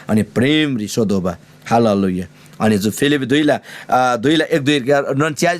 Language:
Eastern Tamang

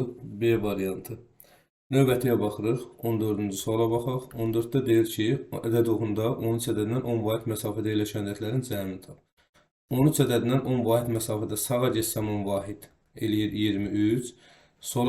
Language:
Azerbaijani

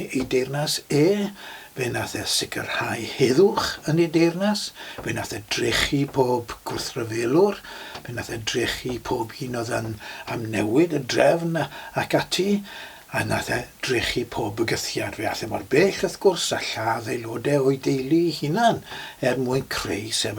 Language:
Welsh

